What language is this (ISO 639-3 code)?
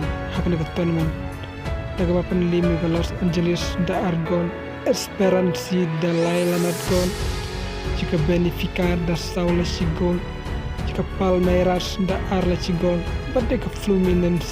kha